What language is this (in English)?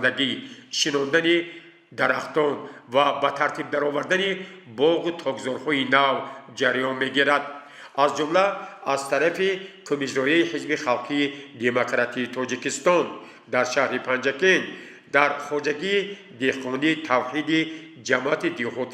Tajik